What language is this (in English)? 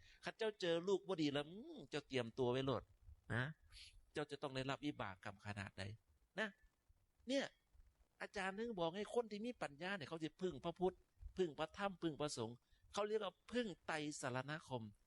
Northeastern Thai